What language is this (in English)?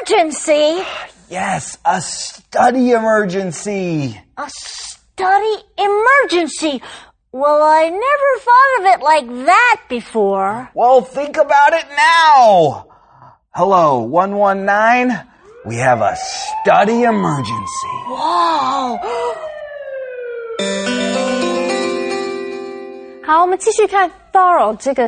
English